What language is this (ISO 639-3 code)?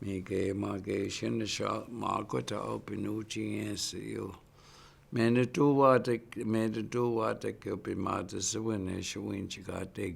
ciw